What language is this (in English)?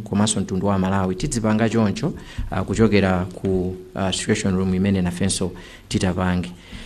Nyanja